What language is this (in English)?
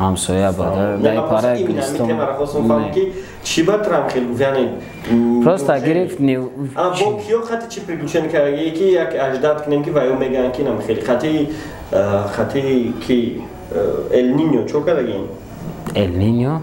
Tajik